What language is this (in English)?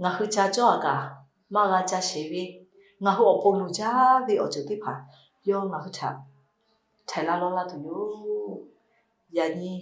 Lahu